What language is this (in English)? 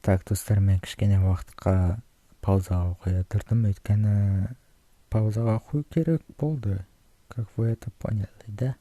Kazakh